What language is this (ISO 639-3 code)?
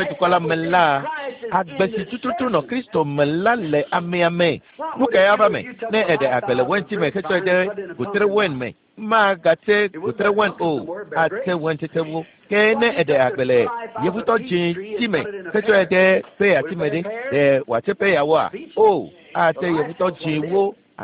ewe